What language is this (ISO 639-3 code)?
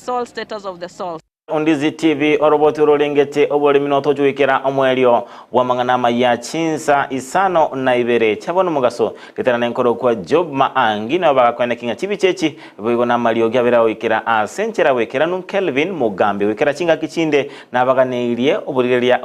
guz